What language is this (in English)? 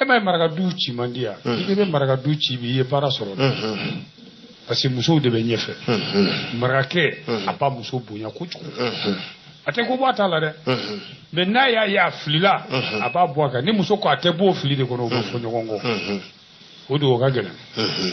Bambara